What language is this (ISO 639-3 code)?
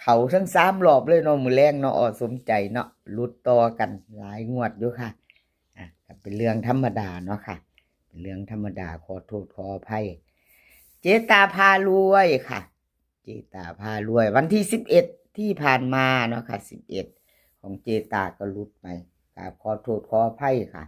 tts